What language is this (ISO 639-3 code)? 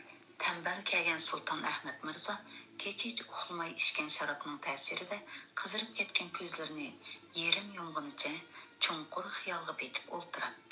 uig